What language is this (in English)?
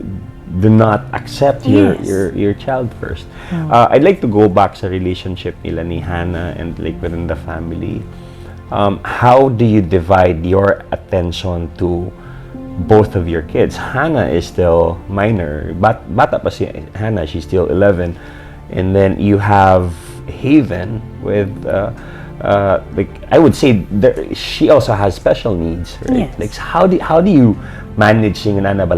Cebuano